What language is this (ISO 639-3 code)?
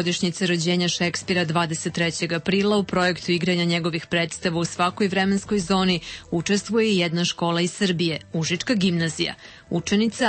srp